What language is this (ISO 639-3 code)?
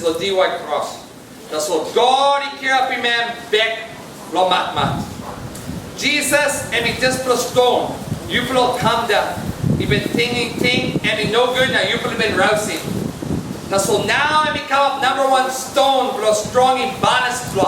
tpi